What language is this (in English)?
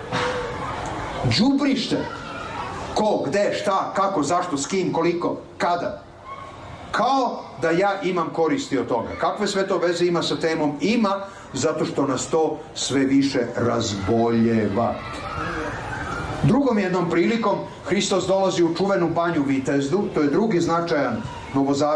Serbian